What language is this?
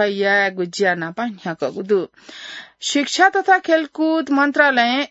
Newari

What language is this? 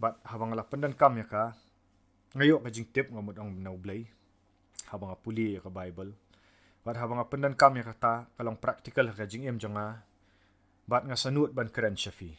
Khasi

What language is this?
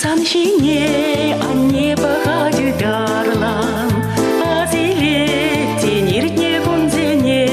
Chuvash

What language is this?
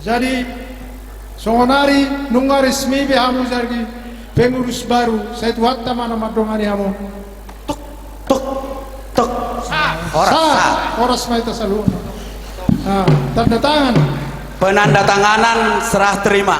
Batak Toba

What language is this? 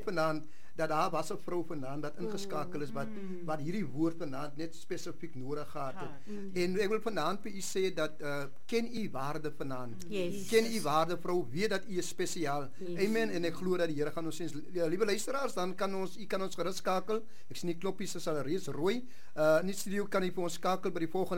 Afrikaans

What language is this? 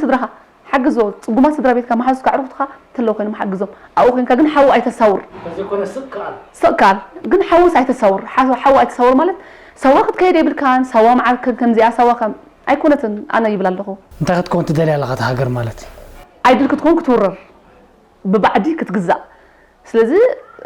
Tigrinya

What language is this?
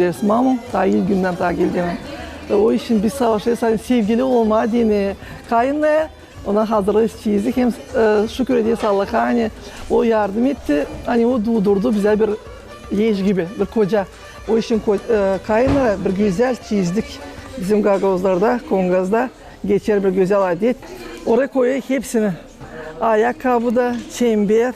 Gagauz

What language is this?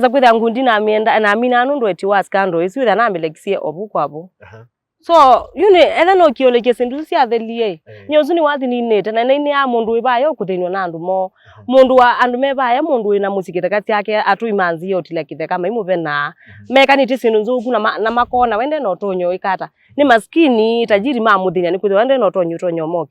Kamba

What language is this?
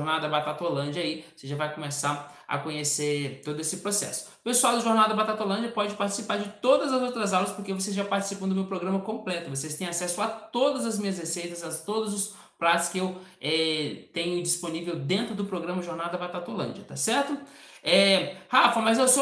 Portuguese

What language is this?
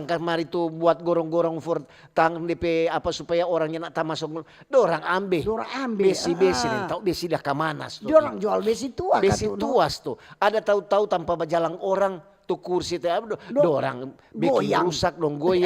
Manado Malay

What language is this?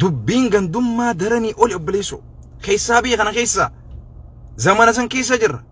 Oromo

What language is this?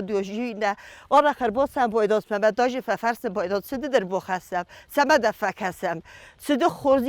Ossetic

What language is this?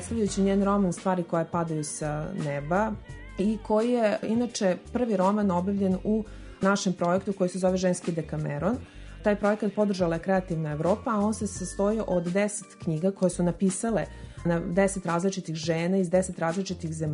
Serbian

